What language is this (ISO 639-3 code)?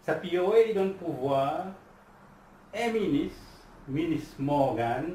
crs